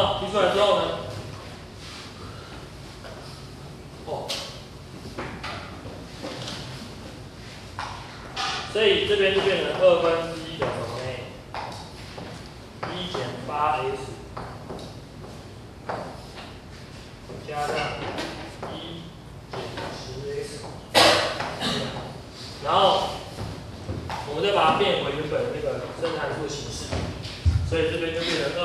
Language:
Chinese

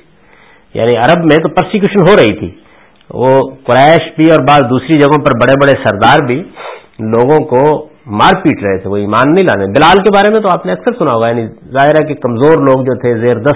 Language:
Urdu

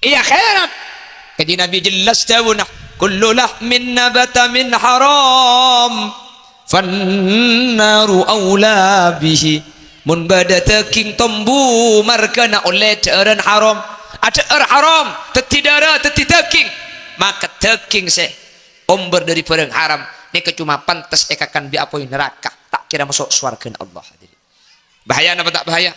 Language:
Madurese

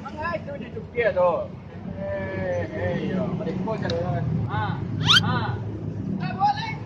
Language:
Minangkabau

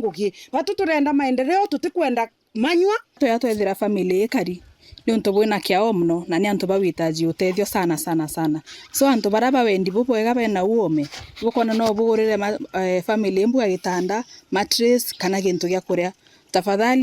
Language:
Meru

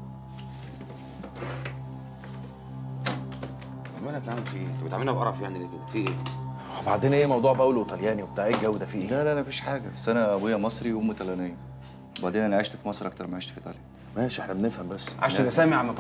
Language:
Egyptian Arabic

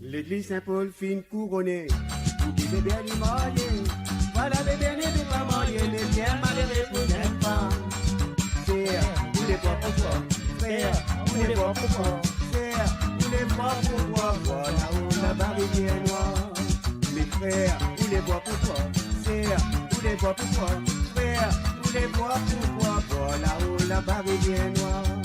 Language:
Morisyen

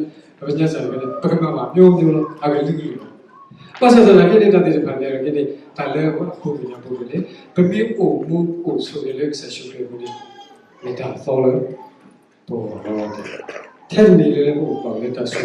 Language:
S'gaw Karen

